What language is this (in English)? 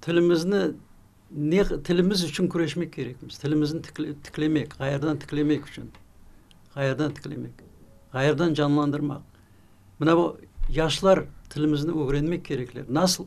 Crimean Tatar